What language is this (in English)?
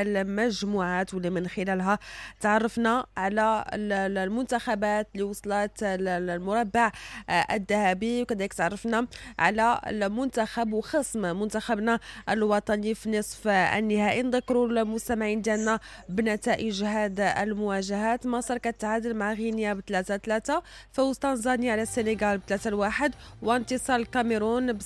Moroccan Arabic